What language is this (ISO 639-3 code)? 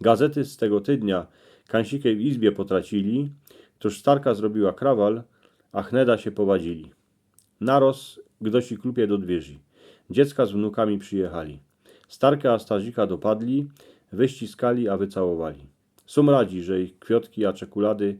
szl